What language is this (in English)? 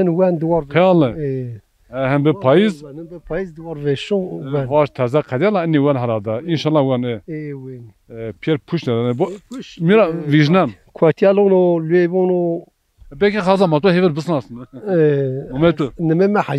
Zaza